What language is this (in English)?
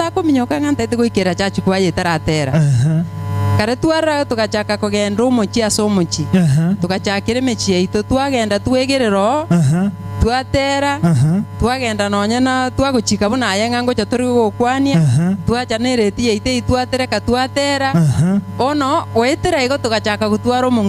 Gusii